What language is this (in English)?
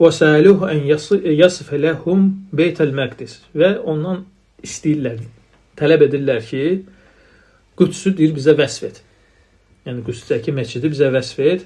Azerbaijani